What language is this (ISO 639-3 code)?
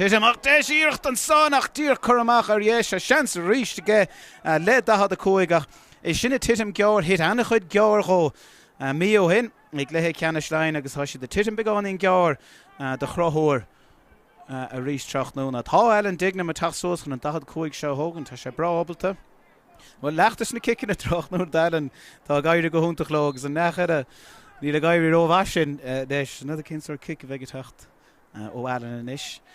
gle